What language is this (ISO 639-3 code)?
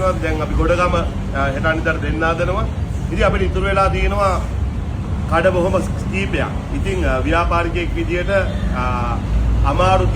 sin